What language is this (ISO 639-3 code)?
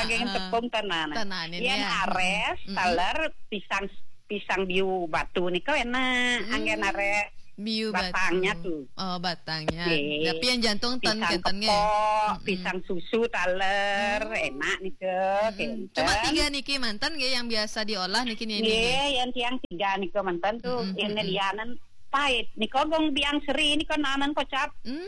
ban